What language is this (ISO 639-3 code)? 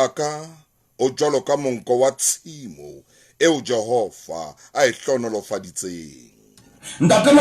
sot